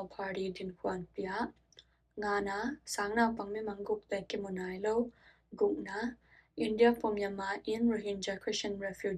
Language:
Tedim Chin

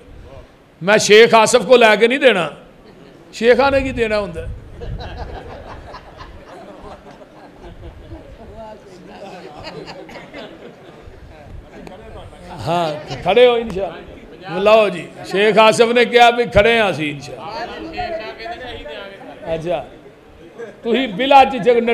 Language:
Western Panjabi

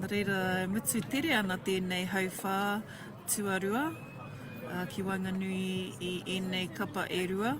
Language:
Māori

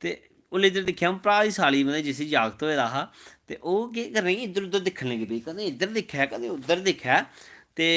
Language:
Dogri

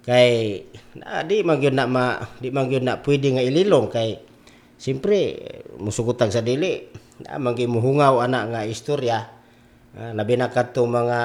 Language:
Cebuano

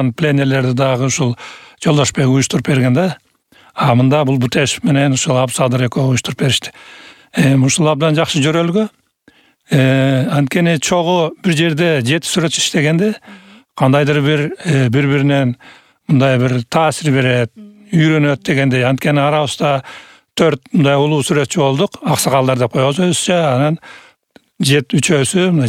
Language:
Kyrgyz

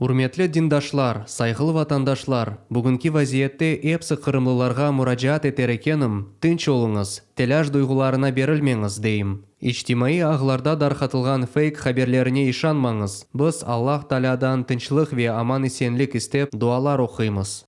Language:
Crimean Tatar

